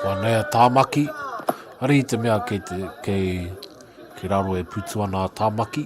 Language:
Māori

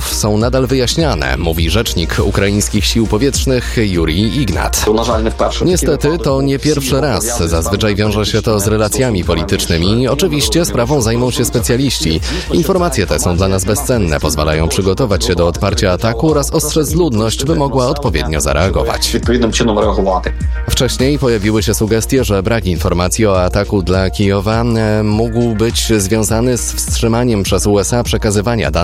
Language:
Polish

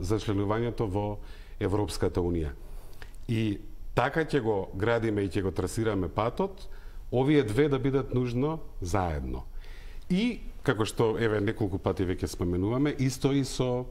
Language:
Macedonian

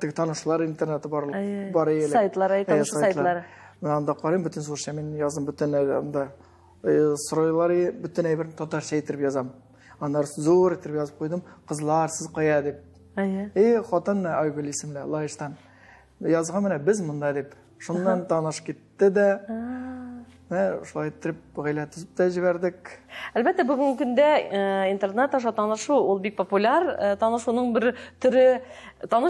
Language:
Tatar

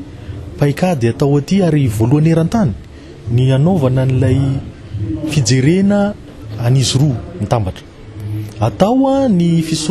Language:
Malagasy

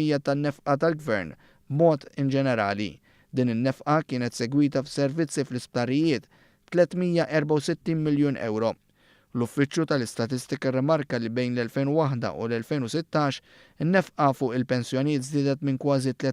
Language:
Maltese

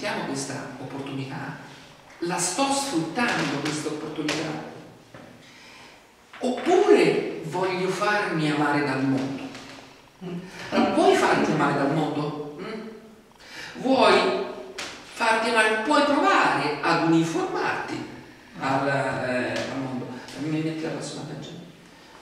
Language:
Italian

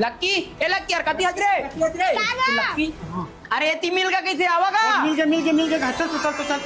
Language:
Chhattisgarhi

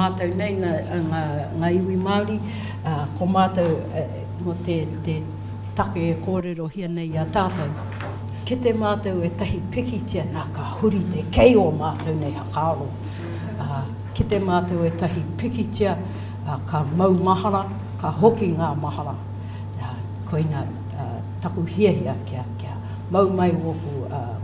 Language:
Māori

